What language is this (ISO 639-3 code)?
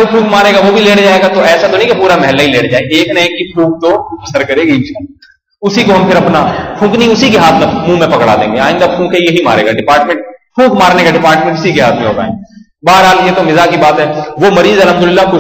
urd